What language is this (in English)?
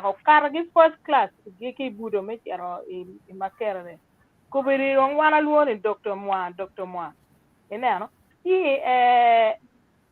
Acoli